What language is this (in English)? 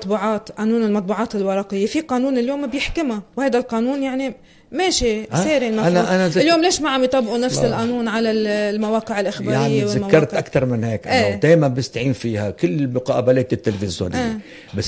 North Levantine Arabic